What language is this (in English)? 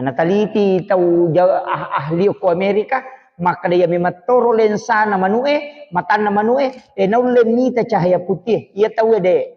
Buginese